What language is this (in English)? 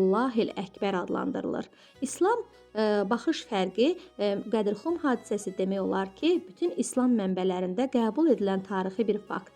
Azerbaijani